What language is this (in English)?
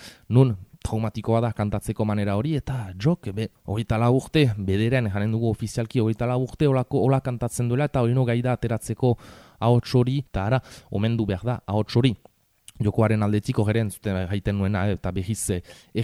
Basque